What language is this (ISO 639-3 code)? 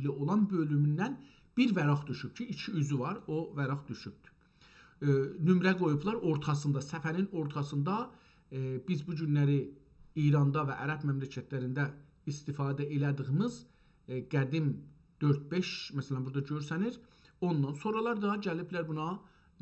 azb